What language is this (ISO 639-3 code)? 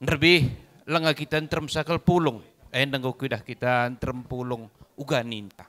btx